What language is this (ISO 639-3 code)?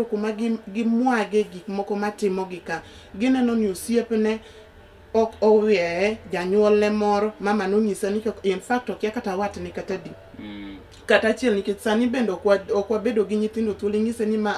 luo